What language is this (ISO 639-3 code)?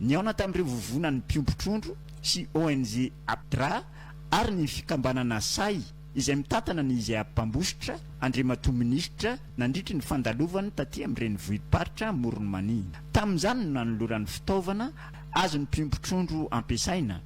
mlg